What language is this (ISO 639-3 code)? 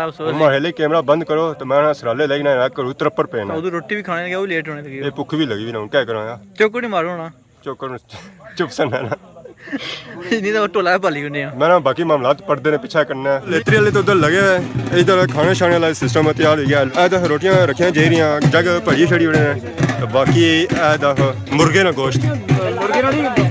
phr